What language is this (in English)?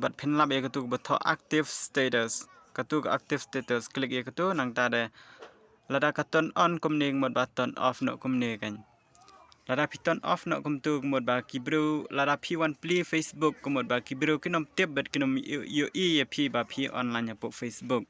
Khasi